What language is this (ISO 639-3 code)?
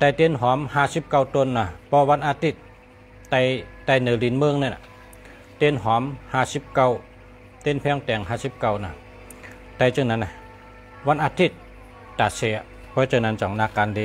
shn